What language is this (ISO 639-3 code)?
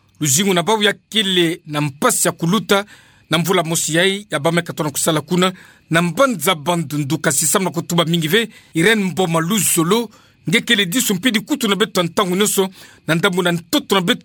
ktu